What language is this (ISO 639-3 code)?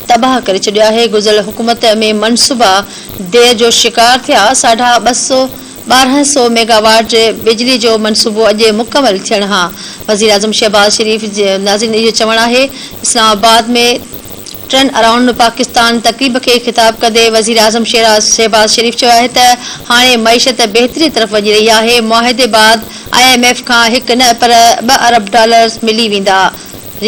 snd